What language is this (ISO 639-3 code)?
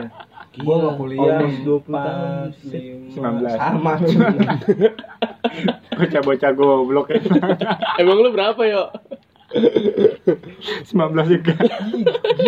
ind